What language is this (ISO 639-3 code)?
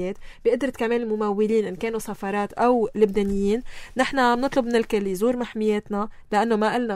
apc